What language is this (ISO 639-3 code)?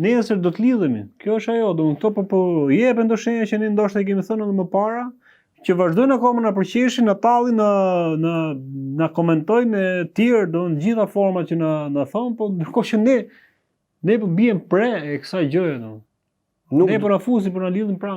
sqi